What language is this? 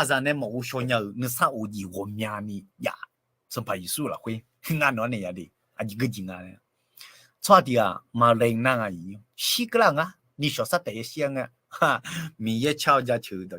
Akha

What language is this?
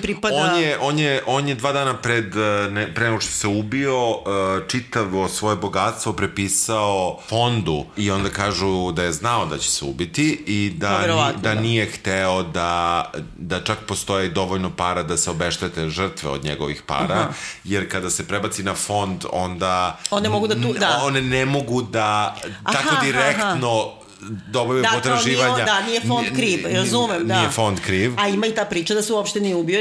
Serbian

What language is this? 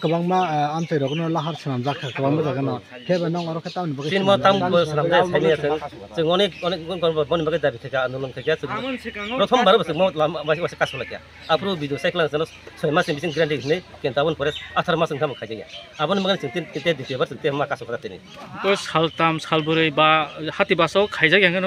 Kok Borok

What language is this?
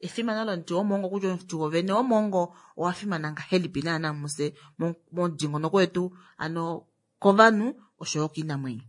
Kuanyama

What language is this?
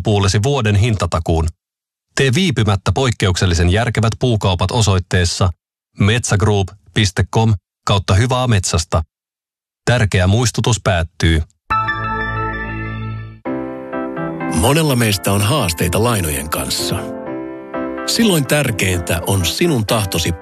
Finnish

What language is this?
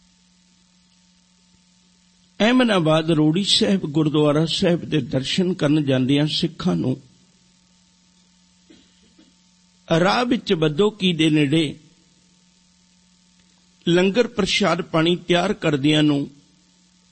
Punjabi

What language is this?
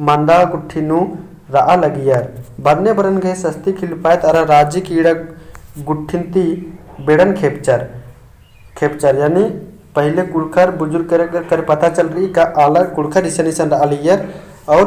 Kurukh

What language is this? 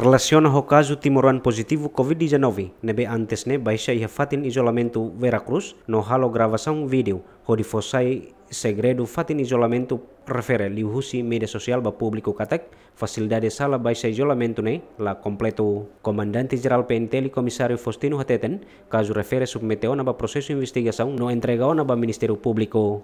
Tetum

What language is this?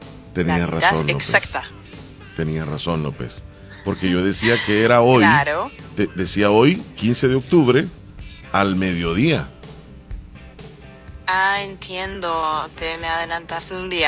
Spanish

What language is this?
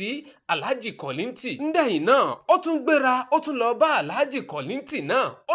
Yoruba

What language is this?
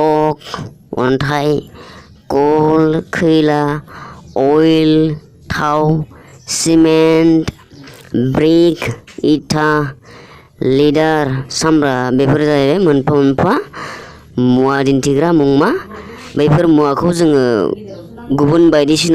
Bodo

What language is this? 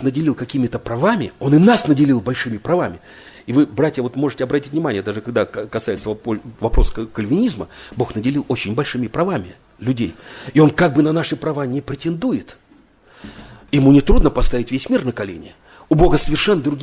Russian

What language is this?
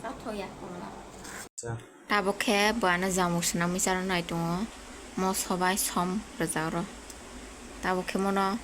Kok Borok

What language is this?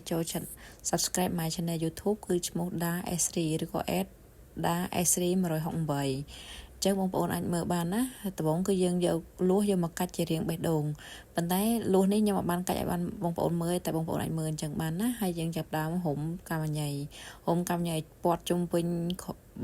Khmer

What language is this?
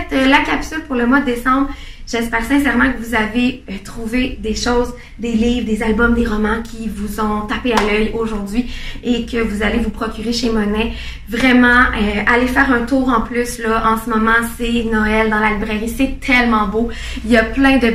French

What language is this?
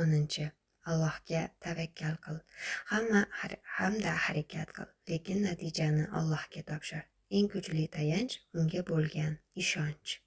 Uzbek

